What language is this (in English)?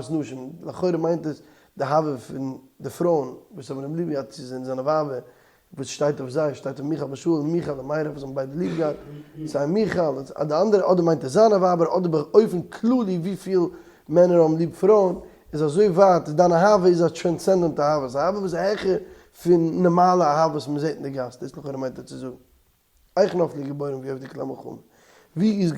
Yiddish